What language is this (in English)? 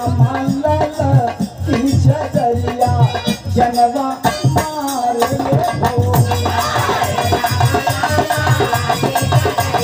Bhojpuri